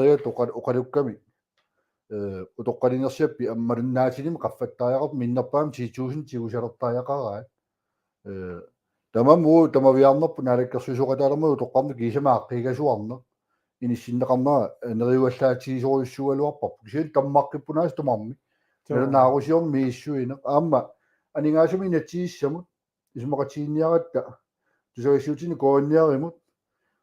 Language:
Kalaallisut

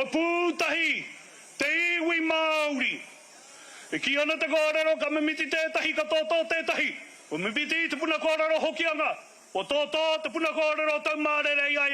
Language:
Māori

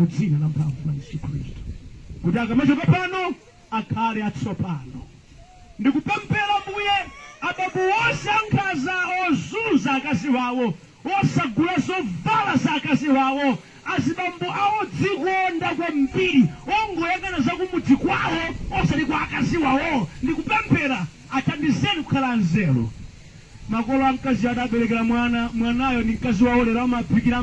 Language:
Nyanja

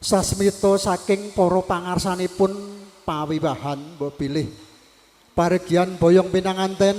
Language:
Javanese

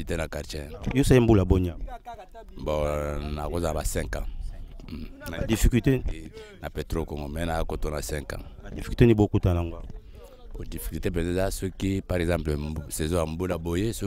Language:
Lingala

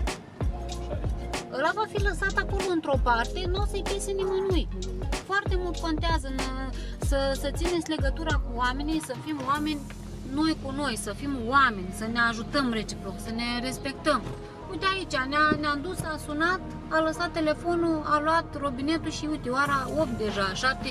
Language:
Romanian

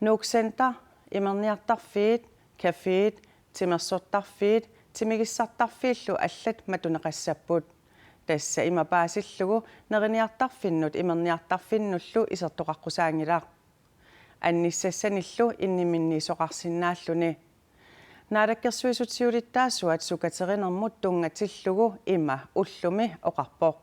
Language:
Kalaallisut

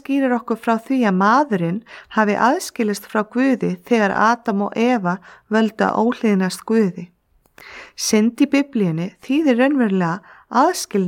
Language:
Icelandic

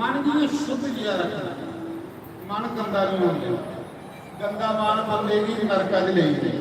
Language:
Dogri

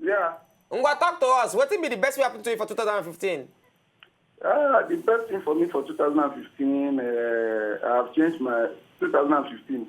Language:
Nigerian Pidgin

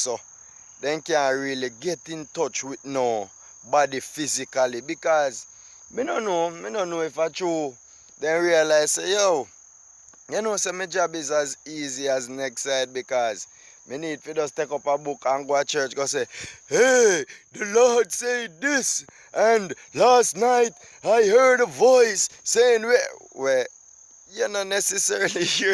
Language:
Jamaican Creole English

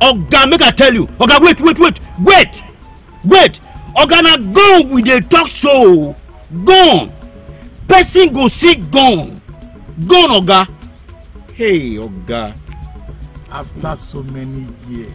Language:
Nigerian Pidgin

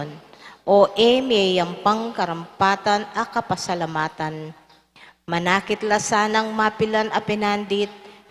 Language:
Pampanga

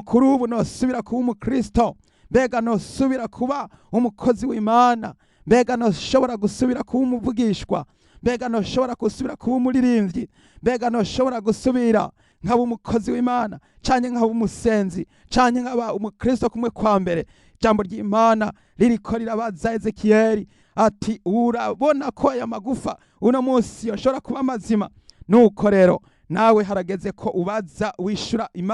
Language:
Rundi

